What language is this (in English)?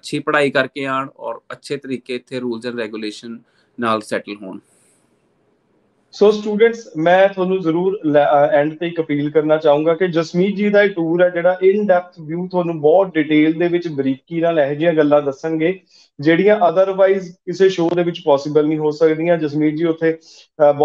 Punjabi